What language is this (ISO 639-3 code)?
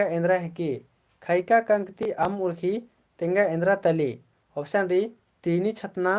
kru